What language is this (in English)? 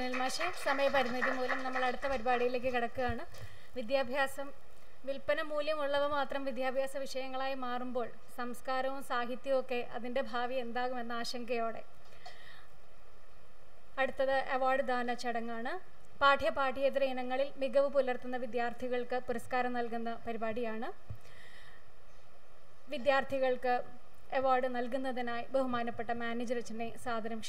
Malayalam